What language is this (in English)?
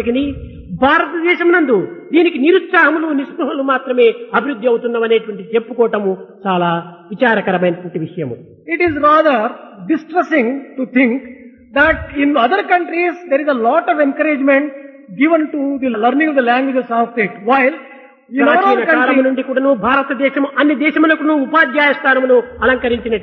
Telugu